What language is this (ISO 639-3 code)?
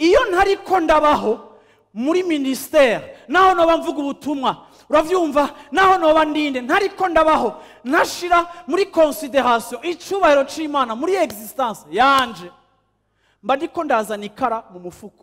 run